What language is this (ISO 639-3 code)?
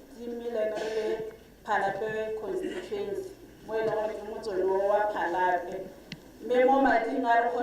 tsn